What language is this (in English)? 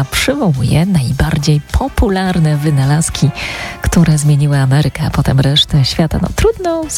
Polish